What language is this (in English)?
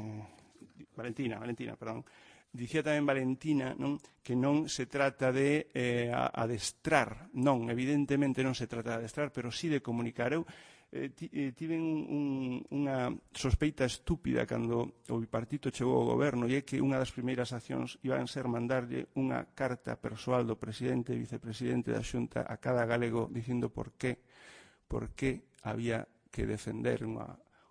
Galician